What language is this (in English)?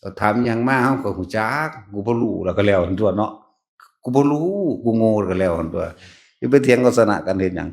Northeastern Thai